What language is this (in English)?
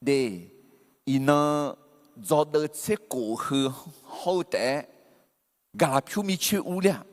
Akha